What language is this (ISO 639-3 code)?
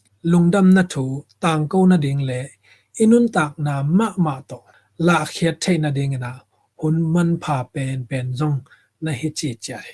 ctd